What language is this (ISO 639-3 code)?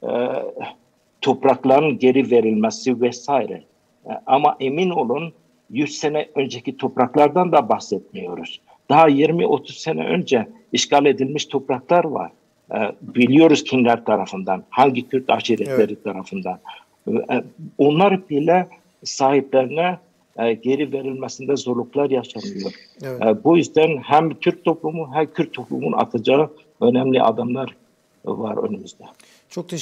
tur